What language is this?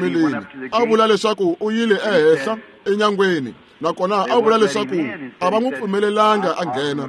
Tsonga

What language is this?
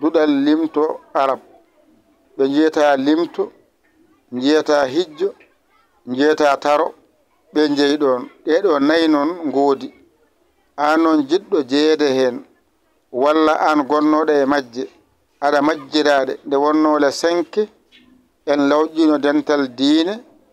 Fula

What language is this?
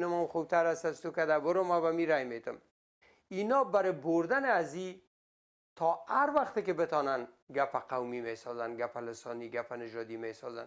Persian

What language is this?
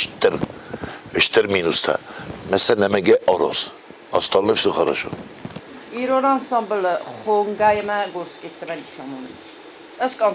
Ossetic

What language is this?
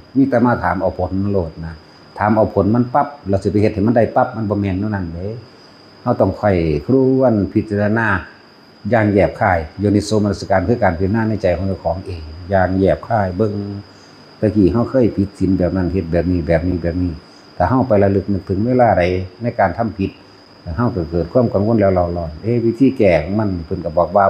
Northeastern Thai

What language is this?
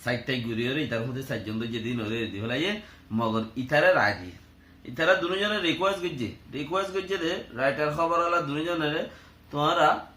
Rohingya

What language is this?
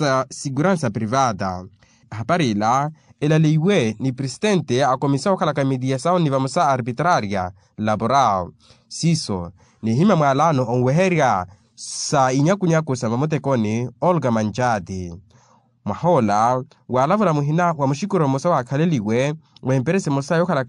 Makhuwa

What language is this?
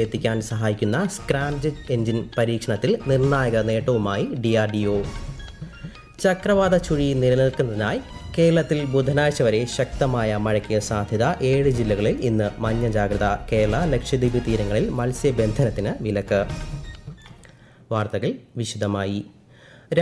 Malayalam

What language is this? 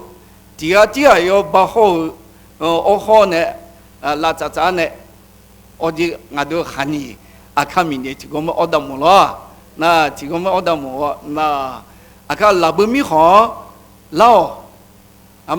Akha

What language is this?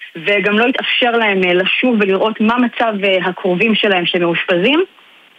Hebrew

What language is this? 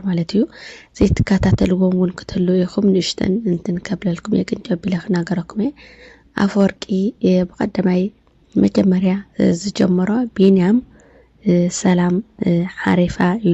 Tigrinya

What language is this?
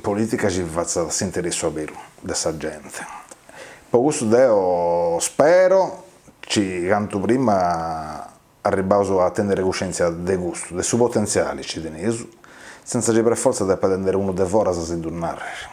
Sardinian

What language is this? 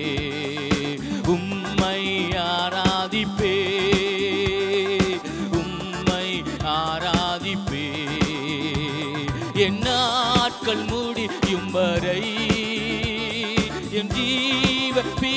Tamil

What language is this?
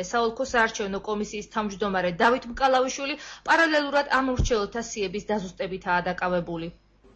Georgian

